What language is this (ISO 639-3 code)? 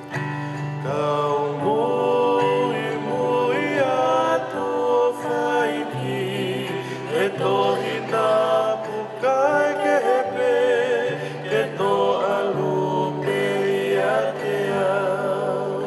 ton